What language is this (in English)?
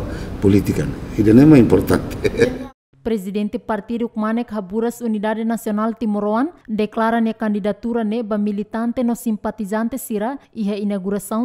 Tetum